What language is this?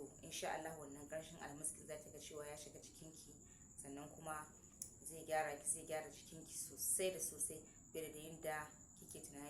Hausa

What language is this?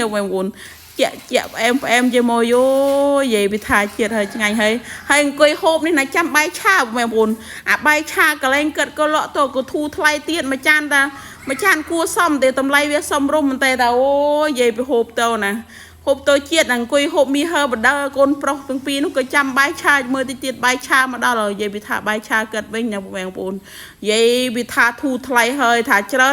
Khmer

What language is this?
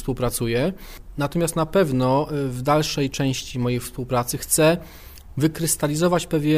Polish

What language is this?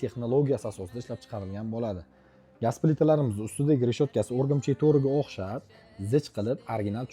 Uzbek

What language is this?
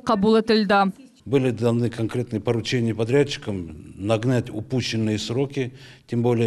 Crimean Tatar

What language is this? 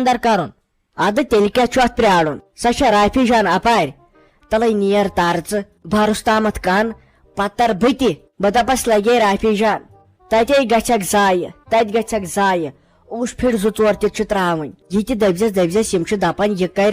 Kashmiri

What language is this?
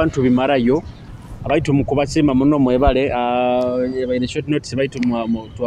Nyoro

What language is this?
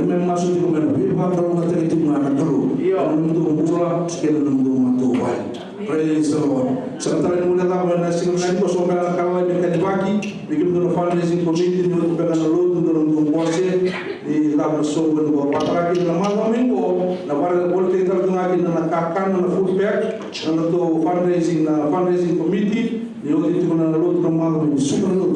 Fijian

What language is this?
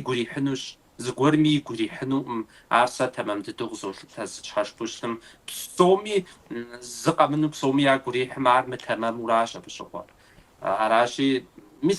Kabardian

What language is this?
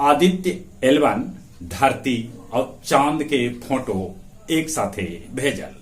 Magahi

